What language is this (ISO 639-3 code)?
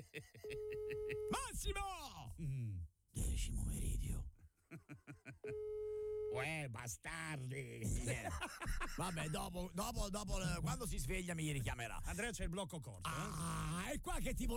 ita